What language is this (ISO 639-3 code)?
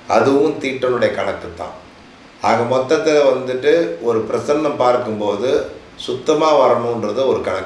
tam